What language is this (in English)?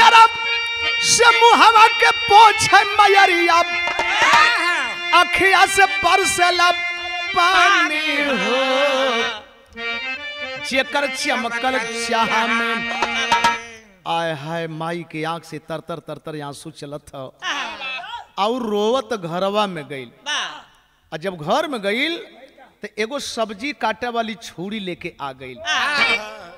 Bhojpuri